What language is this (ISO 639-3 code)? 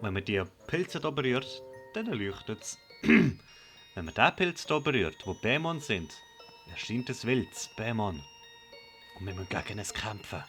gsw